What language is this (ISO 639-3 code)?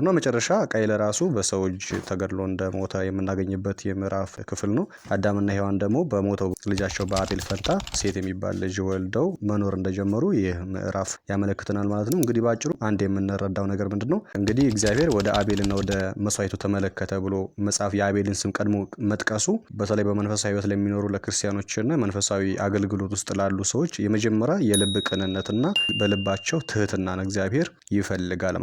amh